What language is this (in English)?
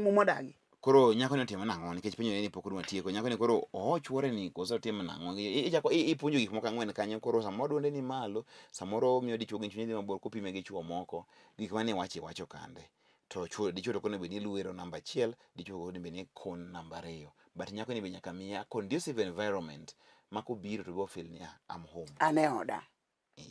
Luo (Kenya and Tanzania)